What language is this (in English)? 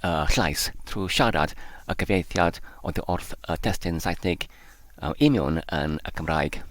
Welsh